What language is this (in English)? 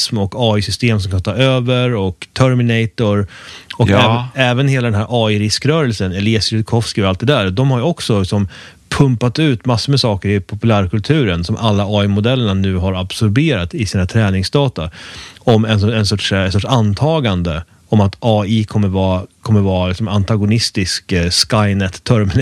Swedish